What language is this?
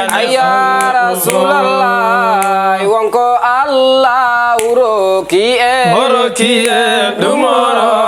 Fula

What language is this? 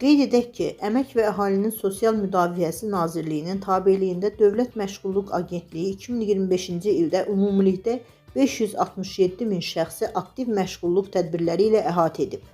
Azerbaijani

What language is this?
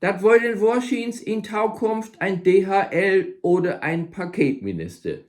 Low German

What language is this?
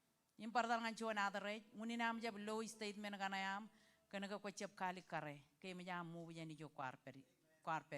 Marshallese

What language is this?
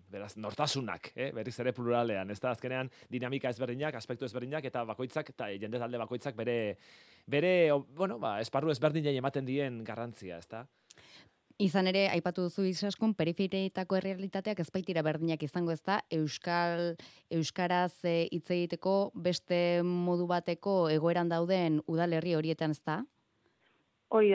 Basque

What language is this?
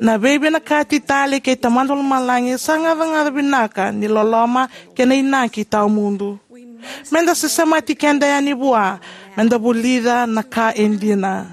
Fijian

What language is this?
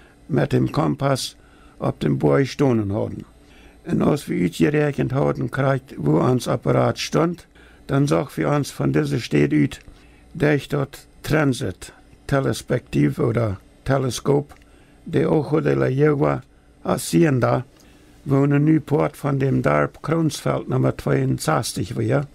Plautdietsch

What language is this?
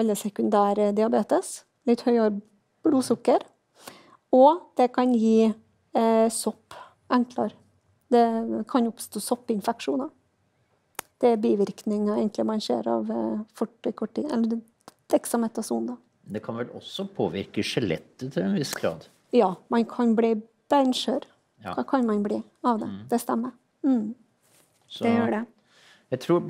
Norwegian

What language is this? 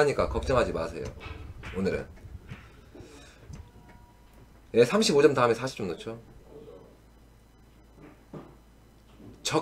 Korean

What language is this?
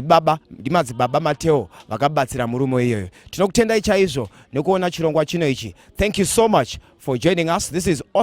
Shona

